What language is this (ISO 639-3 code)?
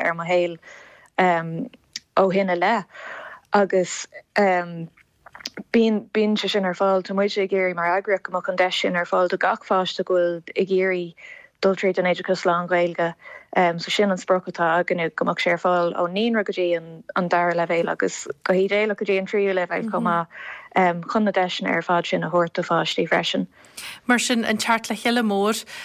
gle